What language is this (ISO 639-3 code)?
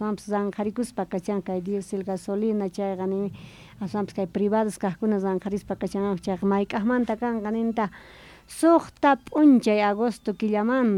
quh